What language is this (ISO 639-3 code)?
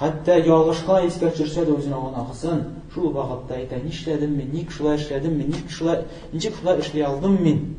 tat